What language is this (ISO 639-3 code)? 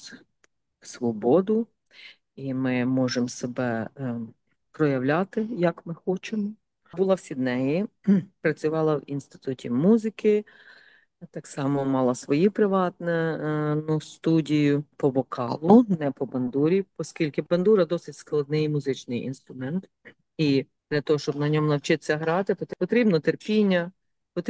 ukr